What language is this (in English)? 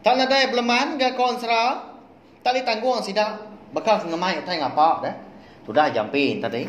Iban